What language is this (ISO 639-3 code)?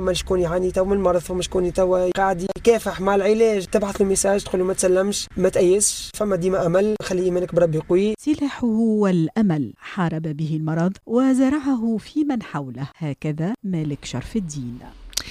aeb